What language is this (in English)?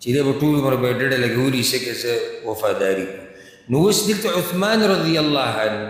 Pashto